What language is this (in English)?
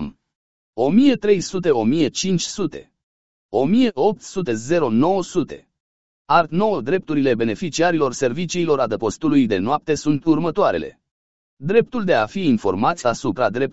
Romanian